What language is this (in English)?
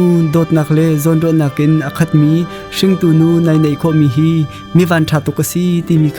Hakha Chin